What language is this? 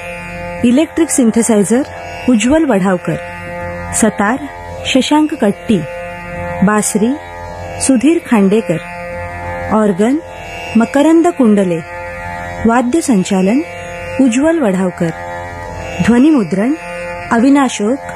Marathi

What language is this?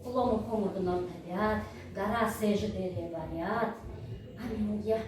Buriat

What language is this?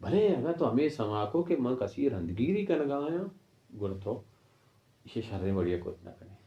Baluchi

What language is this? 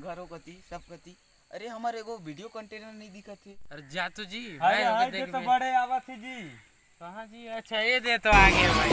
Chhattisgarhi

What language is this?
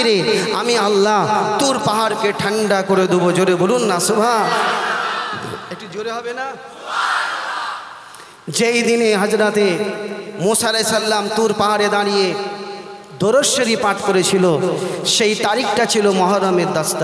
Bangla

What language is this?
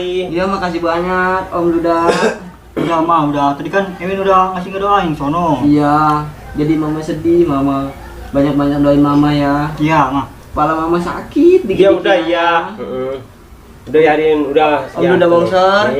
Betawi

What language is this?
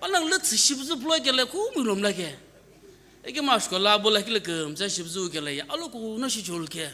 Sumi Naga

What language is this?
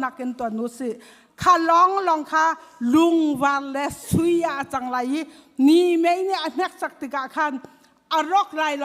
Hakha Chin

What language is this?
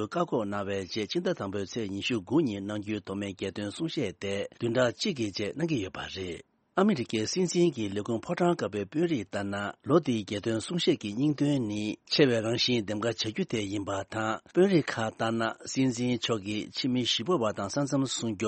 Tibetan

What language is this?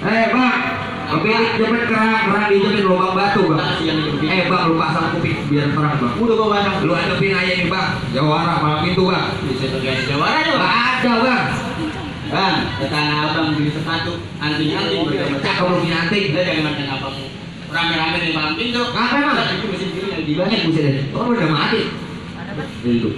Betawi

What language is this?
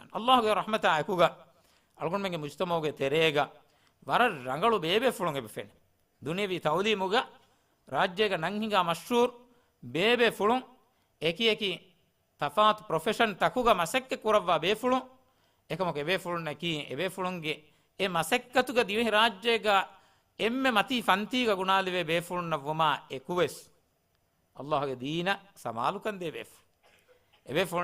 Divehi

